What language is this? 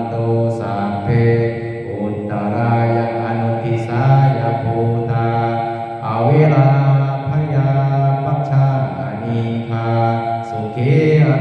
Pali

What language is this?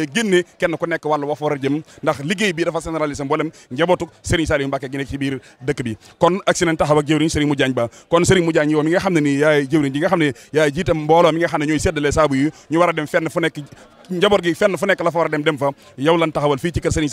Wolof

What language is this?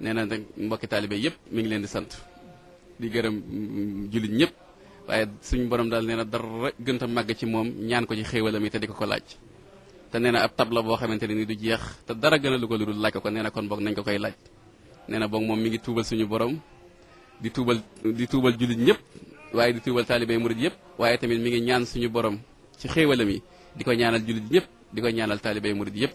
Wolof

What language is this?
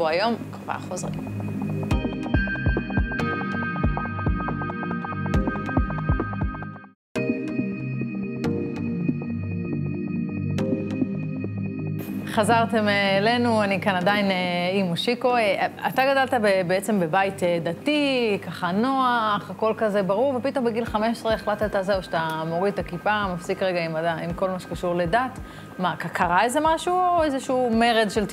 Hebrew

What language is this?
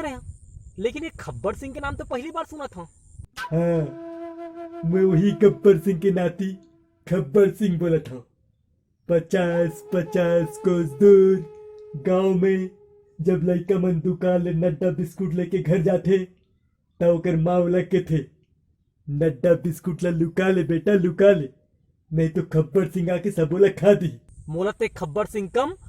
Chhattisgarhi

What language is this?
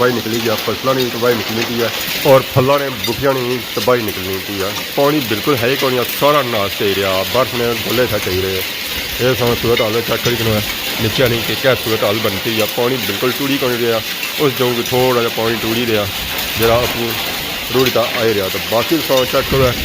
Pahari-Potwari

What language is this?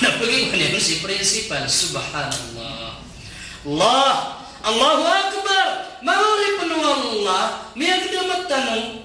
Maranao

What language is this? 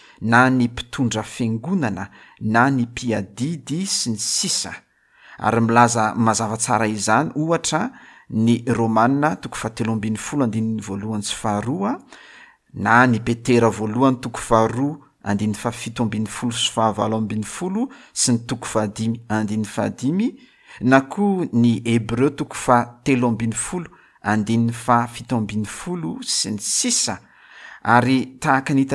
Malagasy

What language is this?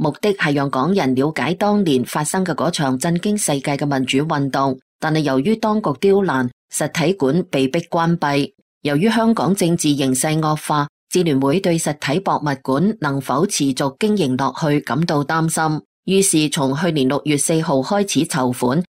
Cantonese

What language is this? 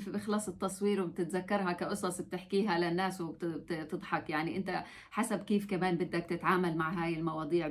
North Levantine Arabic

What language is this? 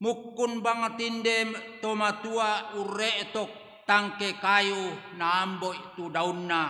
Toraja-Sa'dan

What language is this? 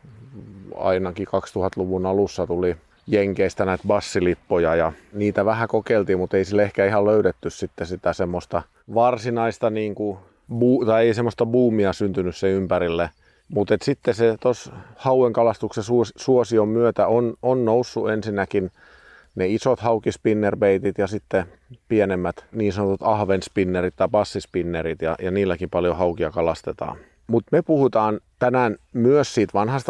Finnish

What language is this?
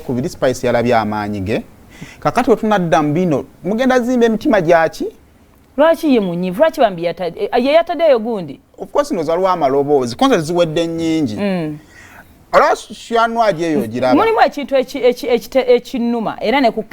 Ganda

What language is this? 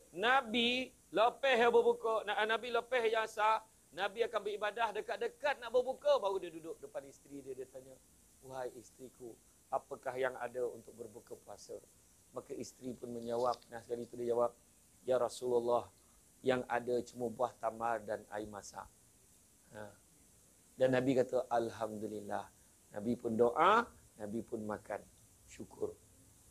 Malay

